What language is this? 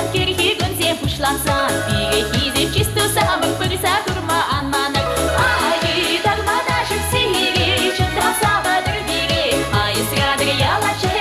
Chuvash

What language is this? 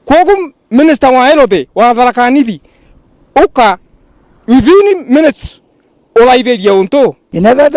Meru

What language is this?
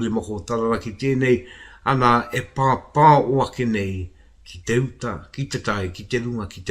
Māori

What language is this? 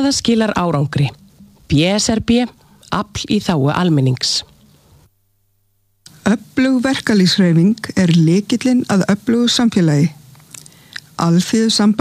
Icelandic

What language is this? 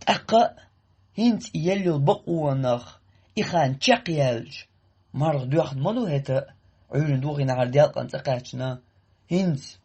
Chechen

